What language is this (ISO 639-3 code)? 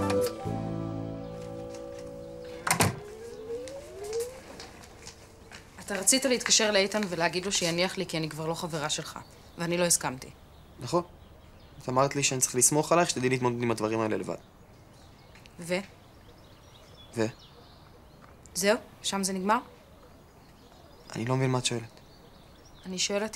heb